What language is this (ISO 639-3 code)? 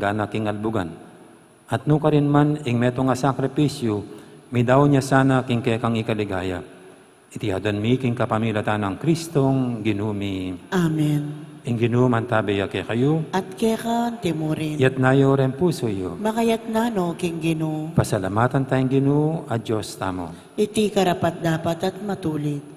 pam